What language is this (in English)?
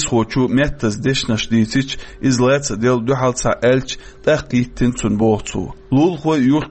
Chechen